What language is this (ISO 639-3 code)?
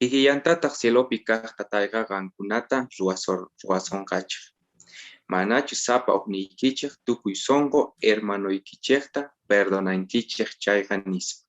que